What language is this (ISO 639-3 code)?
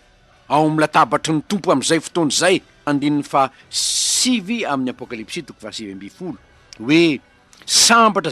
mlg